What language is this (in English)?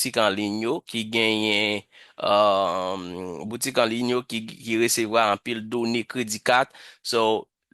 Haitian Creole